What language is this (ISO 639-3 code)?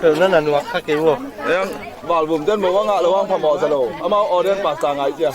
ctd